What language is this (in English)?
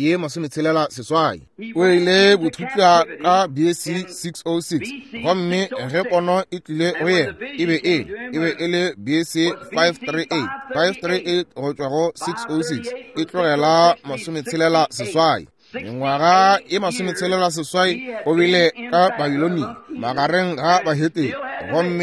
Northern Sotho